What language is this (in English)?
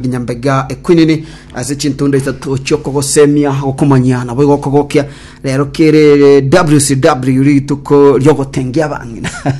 Gusii